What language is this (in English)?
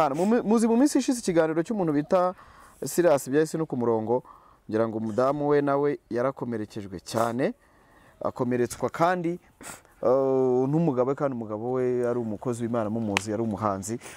Kinyarwanda